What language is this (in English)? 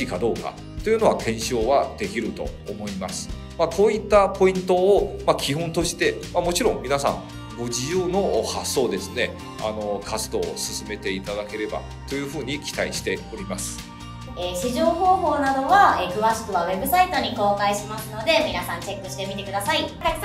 Japanese